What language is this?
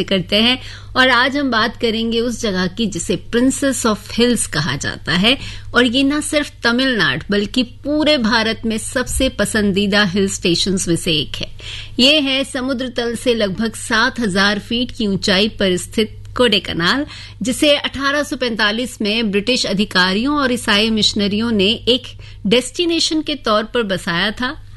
Hindi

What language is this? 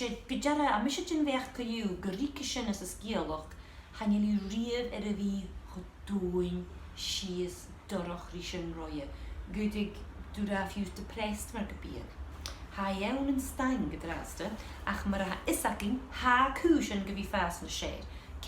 Scottish Gaelic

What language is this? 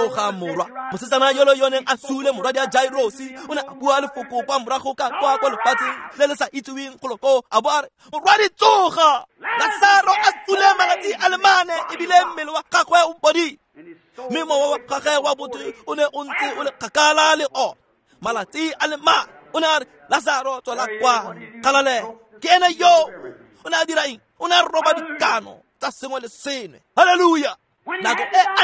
Tswana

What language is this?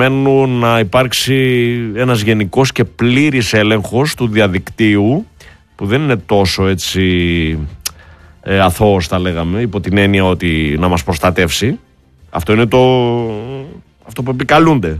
Greek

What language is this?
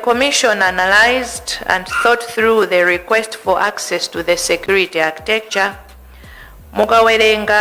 Nyanja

